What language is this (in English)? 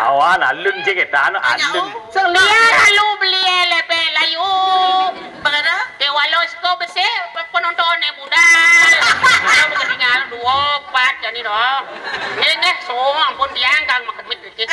Balinese